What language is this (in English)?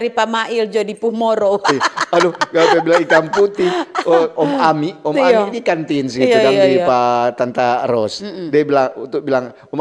Manado Malay